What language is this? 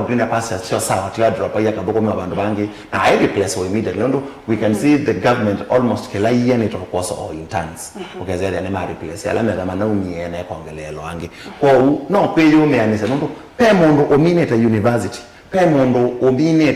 Kamba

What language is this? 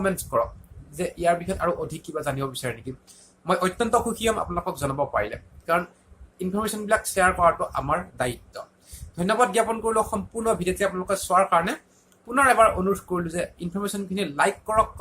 Assamese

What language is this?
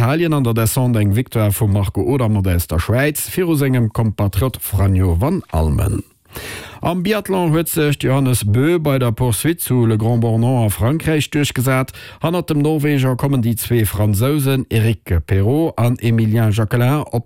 Luxembourgish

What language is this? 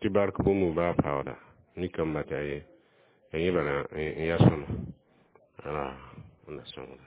Mossi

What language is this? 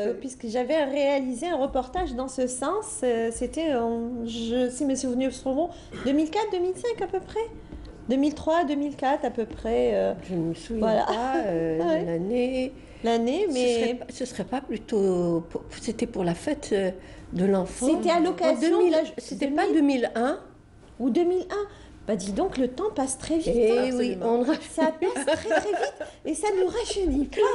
French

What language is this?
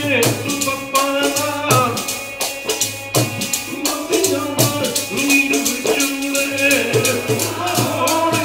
Punjabi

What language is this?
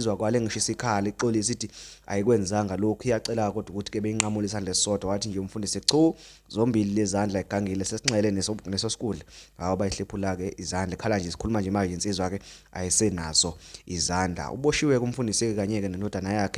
Zulu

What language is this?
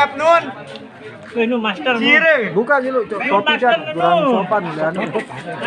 Sasak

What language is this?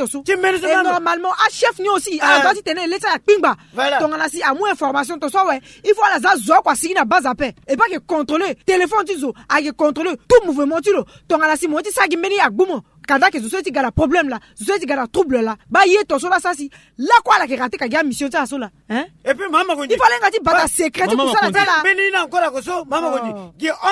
Sango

